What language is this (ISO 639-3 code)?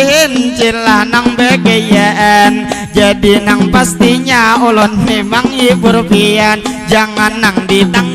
bjn